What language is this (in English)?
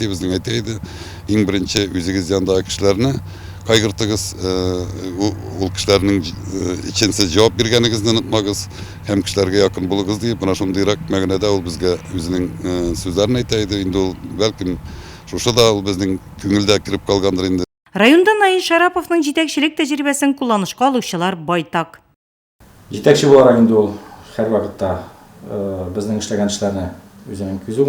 Tatar